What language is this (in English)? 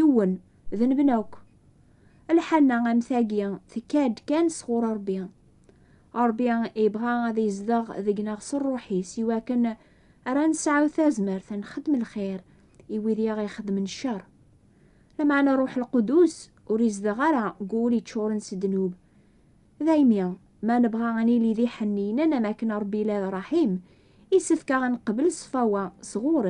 Kabyle